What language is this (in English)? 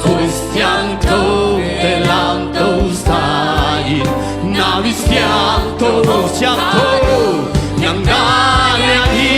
Tedim Chin